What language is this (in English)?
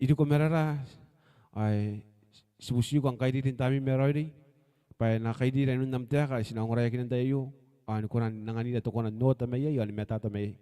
Gilbertese